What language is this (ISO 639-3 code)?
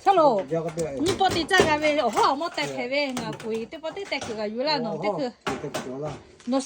lhu